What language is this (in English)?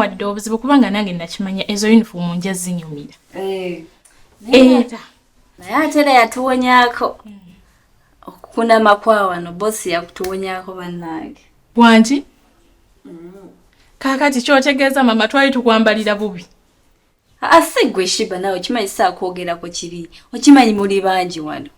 Ganda